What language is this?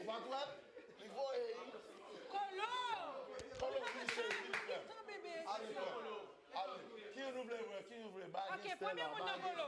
Haitian Creole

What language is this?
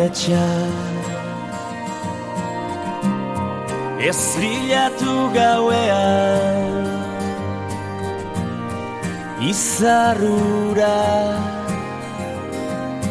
Basque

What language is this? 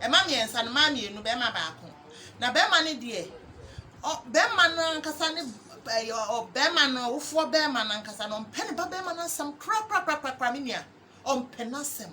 Akan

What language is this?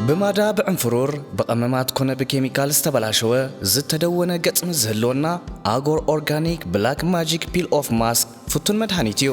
Tigrinya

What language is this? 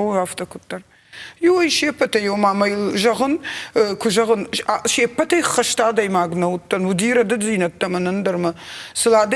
Ossetic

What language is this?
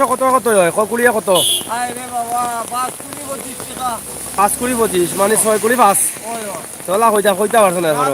Sylheti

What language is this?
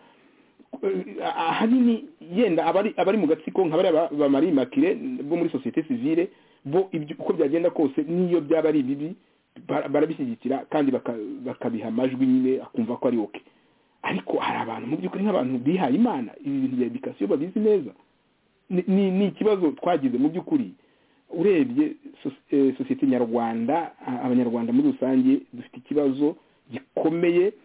Kinyarwanda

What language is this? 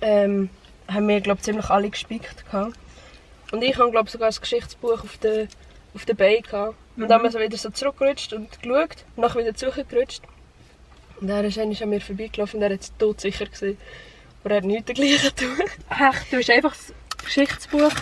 Swiss German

